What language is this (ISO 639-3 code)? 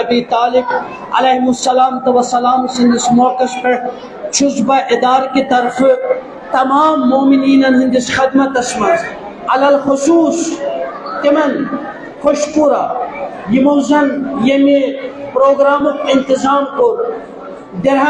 kas